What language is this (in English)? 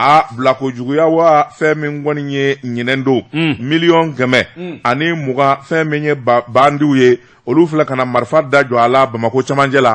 Bambara